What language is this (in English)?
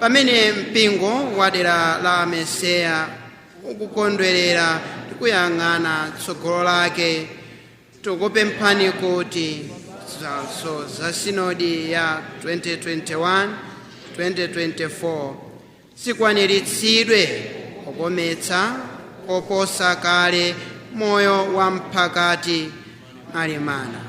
Nyanja